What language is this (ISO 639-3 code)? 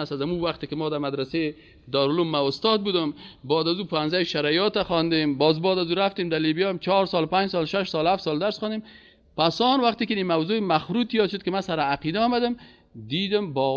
fas